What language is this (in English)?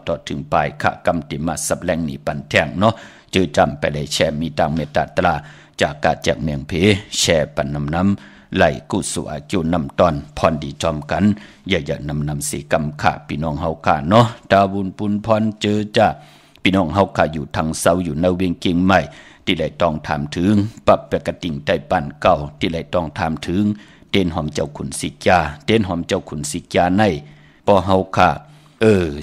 Shan